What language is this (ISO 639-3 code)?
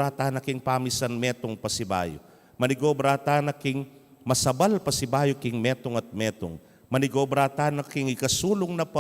pam